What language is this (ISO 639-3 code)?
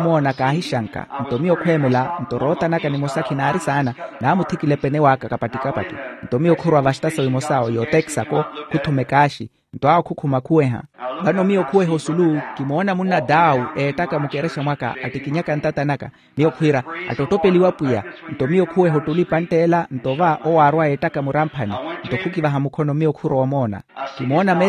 vmw